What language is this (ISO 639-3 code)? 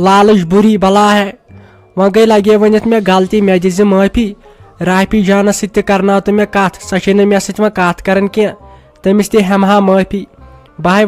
kas